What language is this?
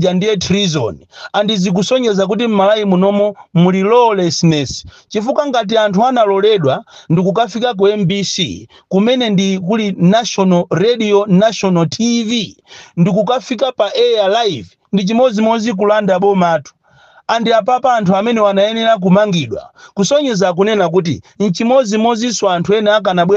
Nyanja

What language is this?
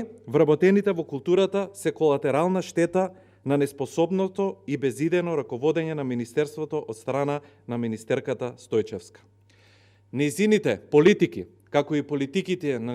Macedonian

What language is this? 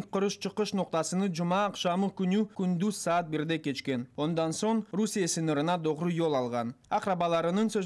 Crimean Tatar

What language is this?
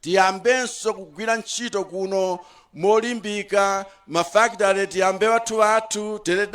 Nyanja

